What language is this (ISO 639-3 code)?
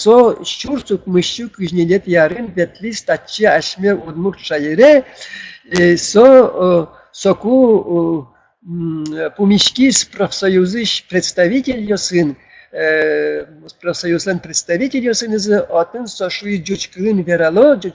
udm